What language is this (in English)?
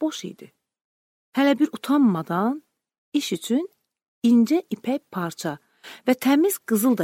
Azerbaijani